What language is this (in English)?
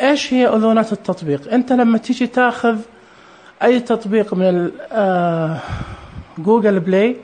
Najdi Arabic